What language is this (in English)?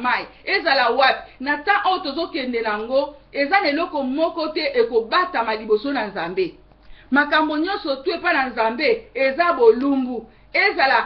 Lingala